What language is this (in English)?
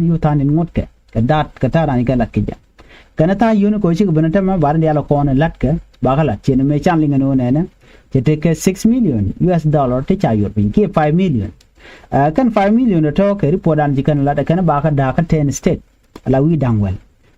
Nuer